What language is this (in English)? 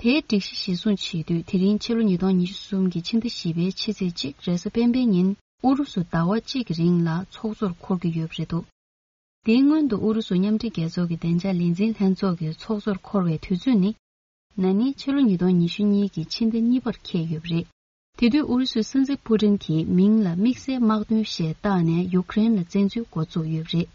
Tibetan